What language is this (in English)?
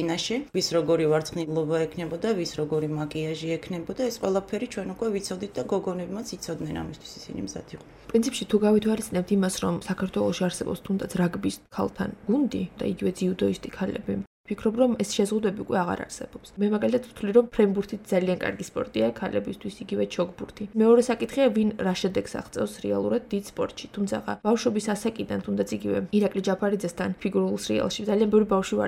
Georgian